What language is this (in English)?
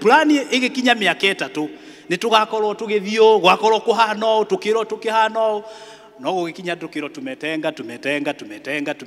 Kikuyu